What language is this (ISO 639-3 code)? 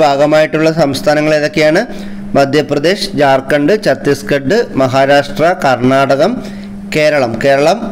mal